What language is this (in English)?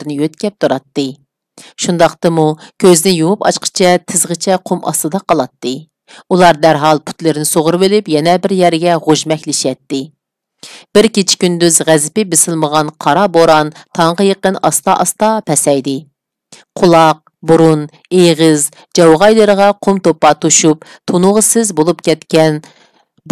Uyghur